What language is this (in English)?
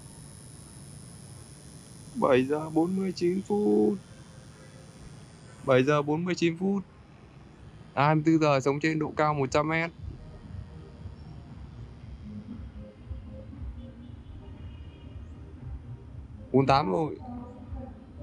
Vietnamese